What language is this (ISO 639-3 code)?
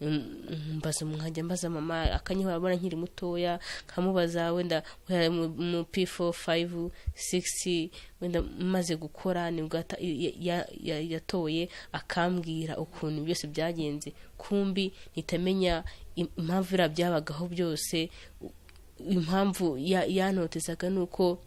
kin